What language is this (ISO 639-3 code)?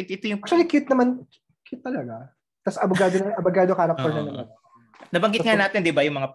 fil